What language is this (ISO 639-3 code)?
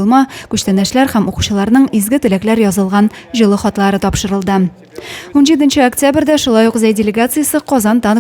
tat